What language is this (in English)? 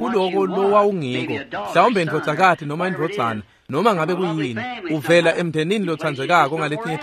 Swati